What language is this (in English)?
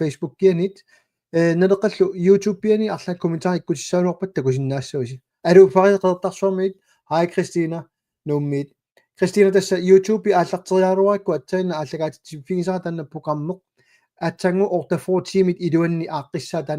Kalaallisut